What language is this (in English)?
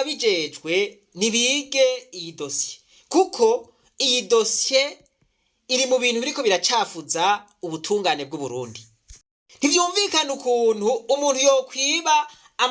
Rundi